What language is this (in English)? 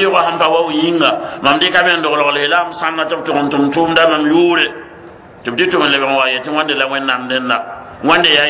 Mossi